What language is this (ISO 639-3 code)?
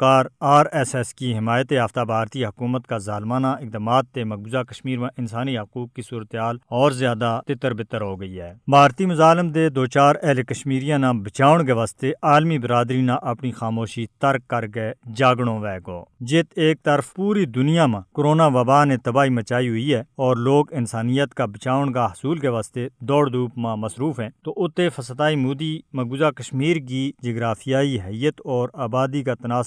gju